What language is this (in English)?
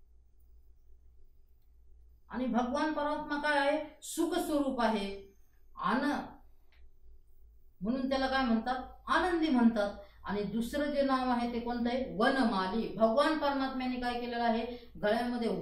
Marathi